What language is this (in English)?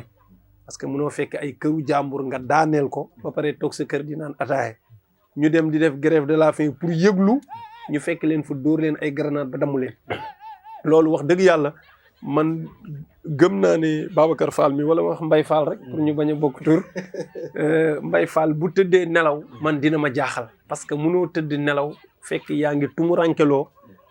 Wolof